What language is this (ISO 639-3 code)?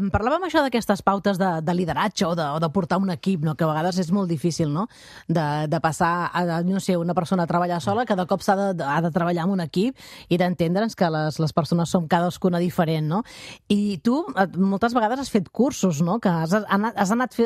cat